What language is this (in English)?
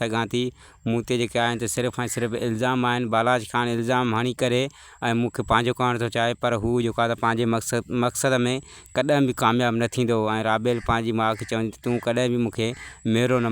Sindhi